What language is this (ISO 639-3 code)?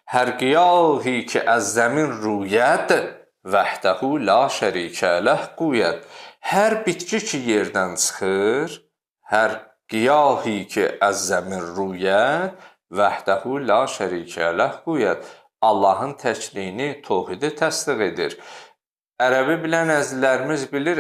aze